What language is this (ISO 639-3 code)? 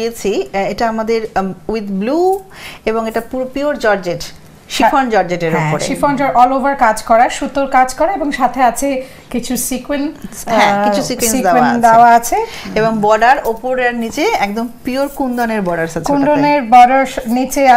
ben